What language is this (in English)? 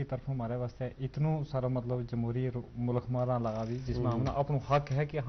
Gujari